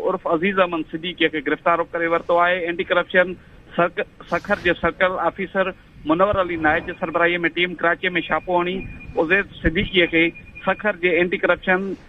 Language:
Sindhi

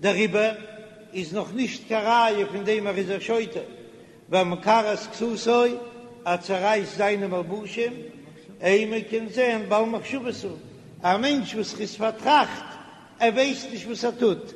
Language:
Yiddish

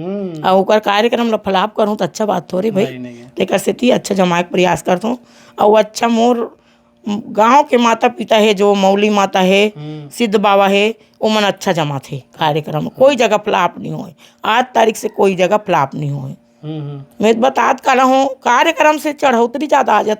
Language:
Chhattisgarhi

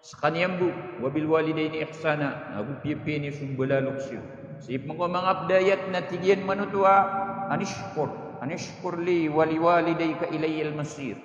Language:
Maranao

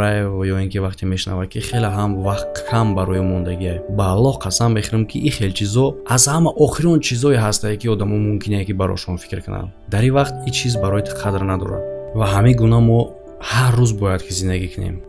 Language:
Tajik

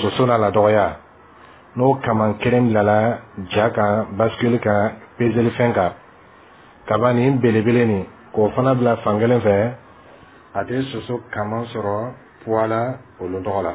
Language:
Bambara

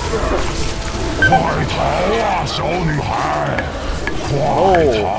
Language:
Chinese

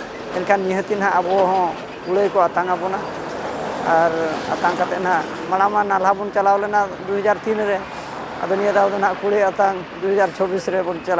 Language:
Santali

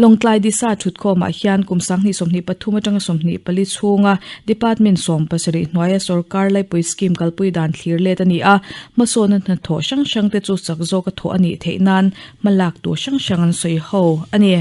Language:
Mizo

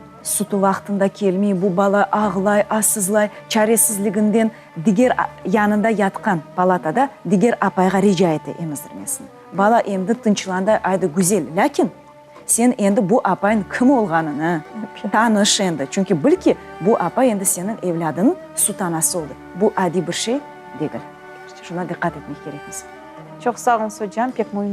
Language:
Crimean Tatar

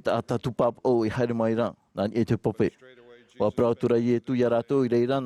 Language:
Tahitian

